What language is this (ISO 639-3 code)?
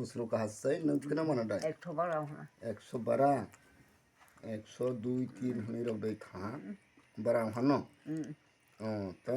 trp